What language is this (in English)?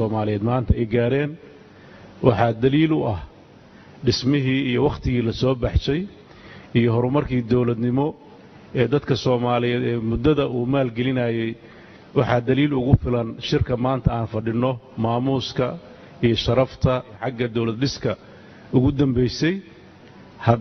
Somali